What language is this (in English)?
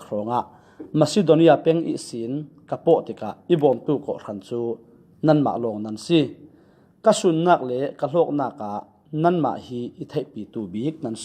Falam Chin